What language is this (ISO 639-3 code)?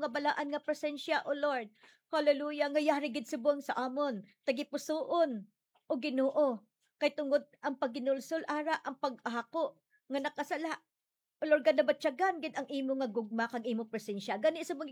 hil